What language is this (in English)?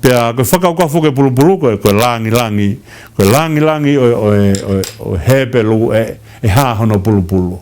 Tongan